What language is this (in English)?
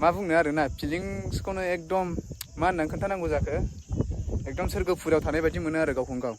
Bodo